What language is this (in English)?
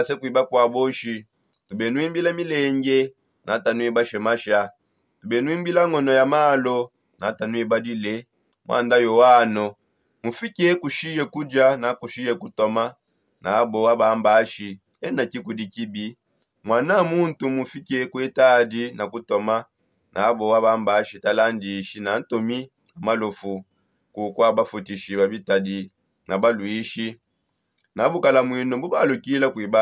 Songe